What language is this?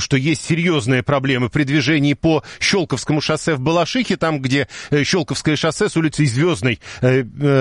Russian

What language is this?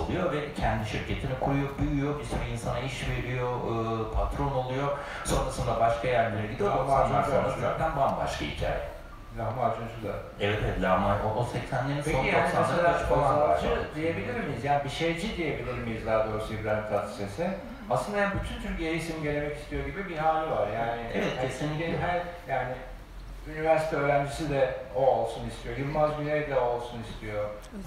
Turkish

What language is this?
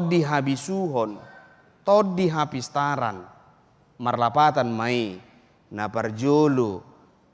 Batak Toba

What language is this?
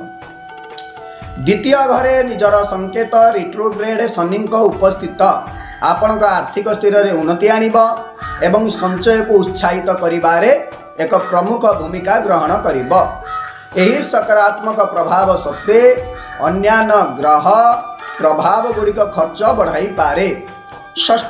Odia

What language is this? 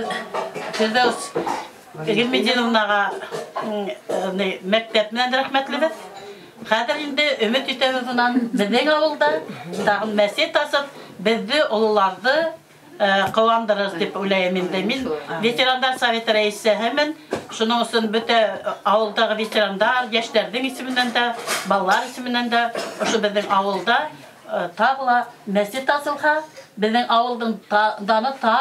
Bashkir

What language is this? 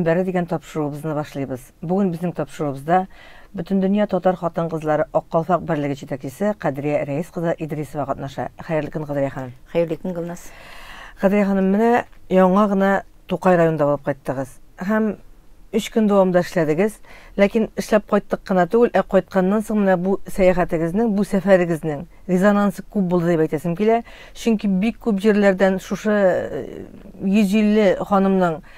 Tatar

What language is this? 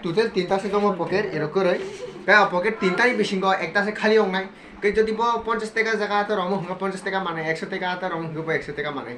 Kok Borok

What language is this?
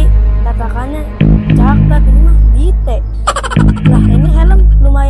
Betawi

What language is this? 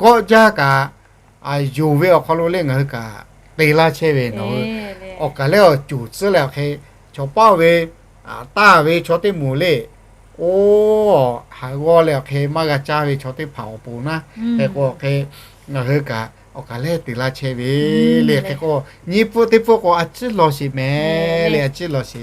Lahu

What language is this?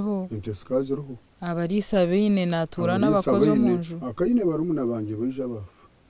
Nyankole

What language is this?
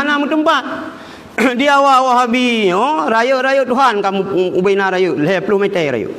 Achinese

